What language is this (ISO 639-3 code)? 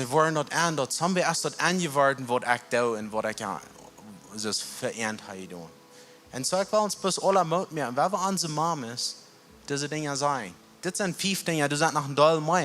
pdt